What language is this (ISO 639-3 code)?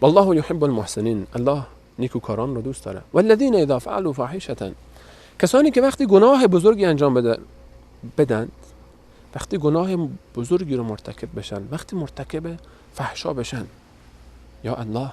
fas